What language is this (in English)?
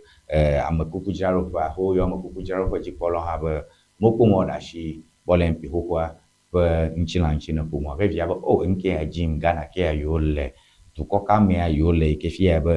Ewe